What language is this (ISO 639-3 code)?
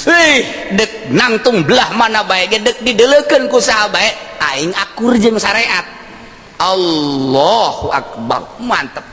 sun